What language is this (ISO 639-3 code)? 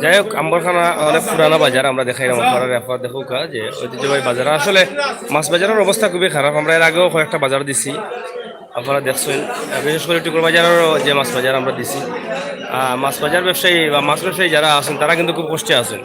syl